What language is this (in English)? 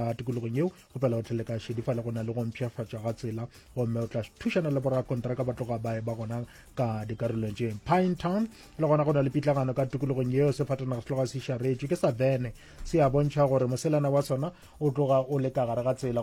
Northern Sotho